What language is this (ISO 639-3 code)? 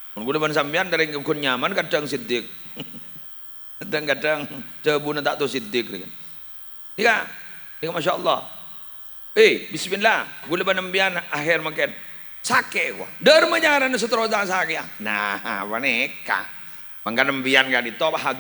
mad